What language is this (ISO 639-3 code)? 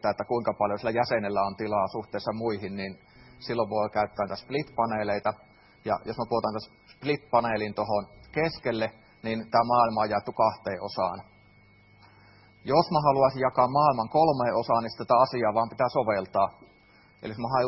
fin